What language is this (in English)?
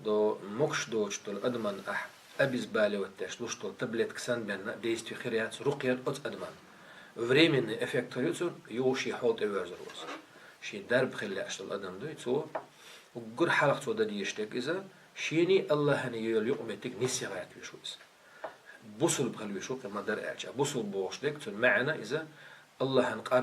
Chechen